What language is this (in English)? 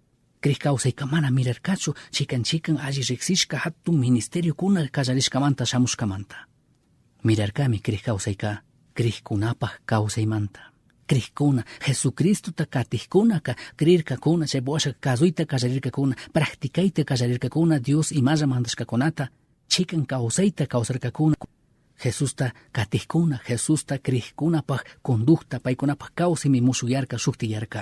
Chimborazo Highland Quichua